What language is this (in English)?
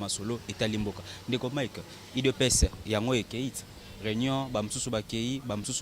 Lingala